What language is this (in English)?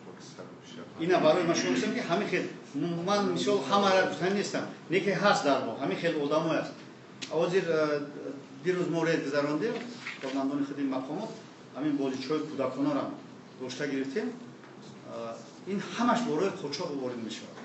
Tajik